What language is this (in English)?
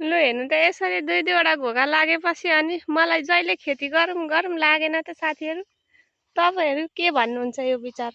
Nepali